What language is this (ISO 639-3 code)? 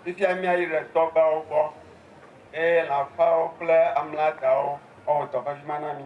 ewe